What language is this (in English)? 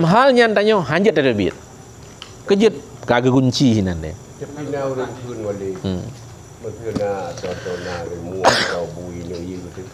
Achinese